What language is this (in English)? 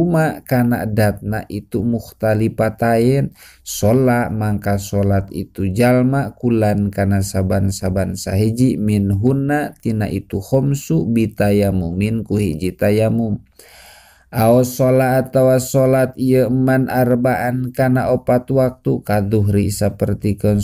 Sundanese